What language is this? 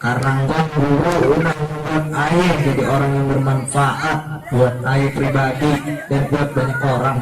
Betawi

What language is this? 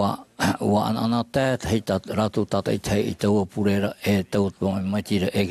Tahitian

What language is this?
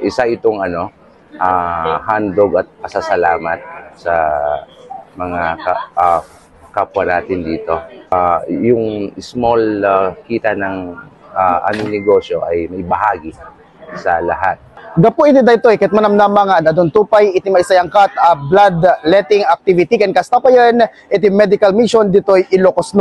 Iloko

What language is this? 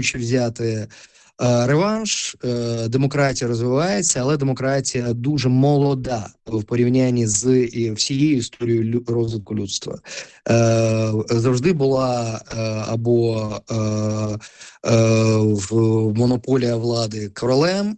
Ukrainian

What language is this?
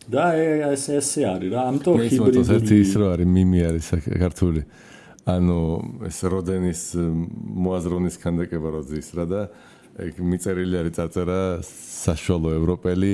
Georgian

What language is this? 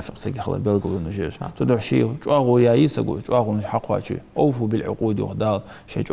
Ingush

